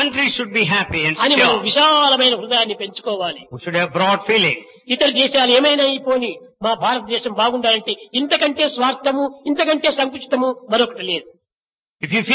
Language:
Telugu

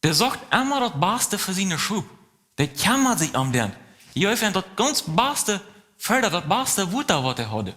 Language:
Plautdietsch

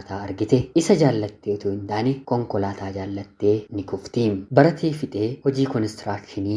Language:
Oromo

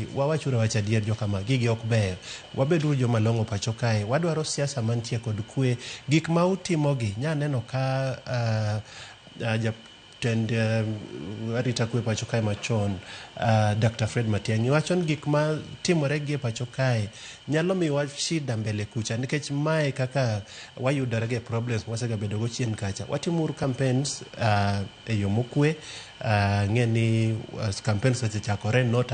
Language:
Luo (Kenya and Tanzania)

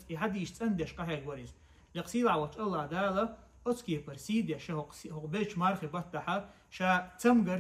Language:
Chechen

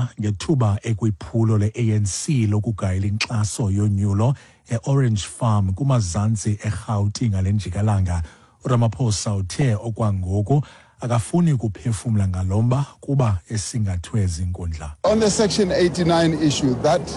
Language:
Xhosa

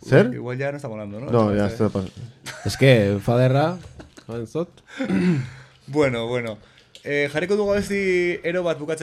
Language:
Basque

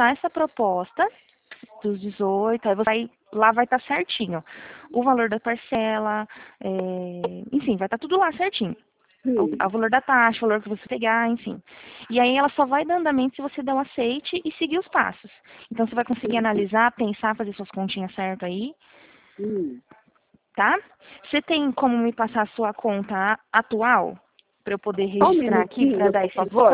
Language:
Portuguese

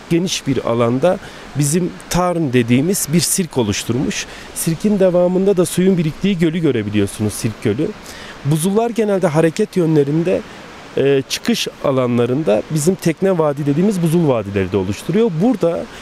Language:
Turkish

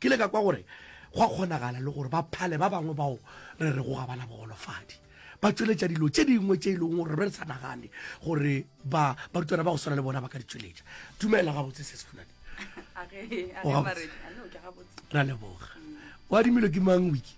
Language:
Northern Sotho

